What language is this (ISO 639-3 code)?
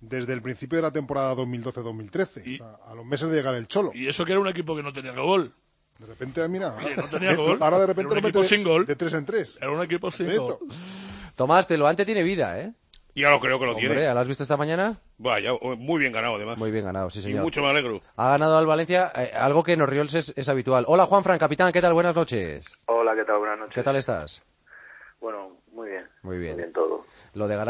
spa